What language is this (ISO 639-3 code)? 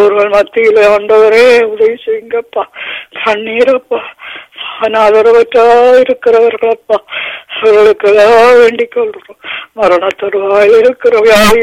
tam